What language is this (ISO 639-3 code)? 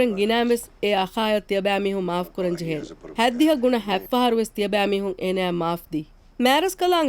div